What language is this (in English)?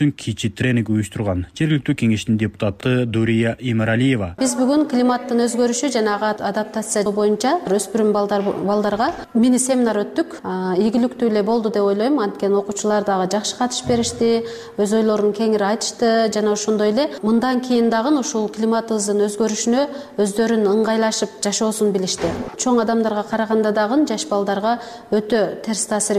Kyrgyz